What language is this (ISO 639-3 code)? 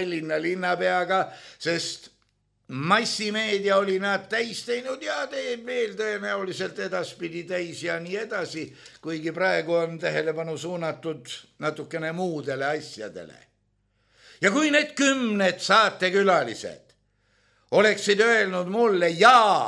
est